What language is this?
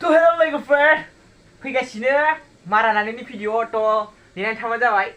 Bodo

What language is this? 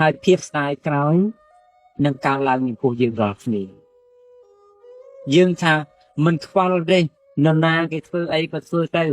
Khmer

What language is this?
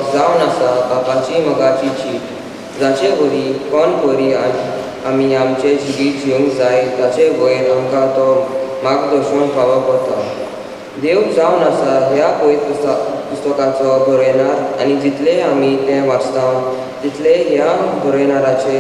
Konkani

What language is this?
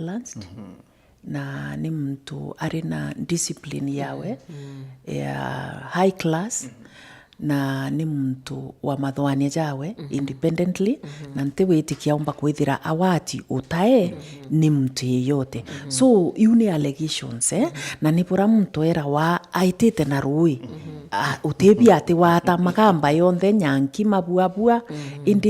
Meru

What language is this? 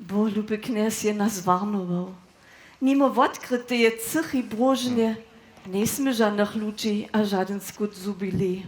Upper Sorbian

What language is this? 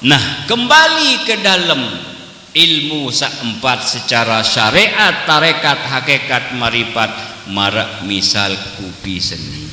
Sasak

